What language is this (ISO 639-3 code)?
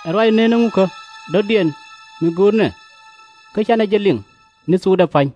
nus